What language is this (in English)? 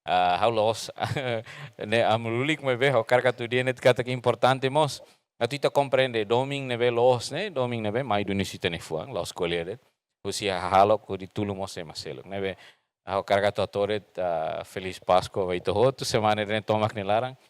Tetum